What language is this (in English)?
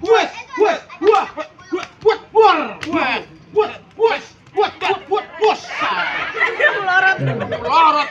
Betawi